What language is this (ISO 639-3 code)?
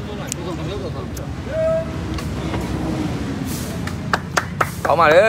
mya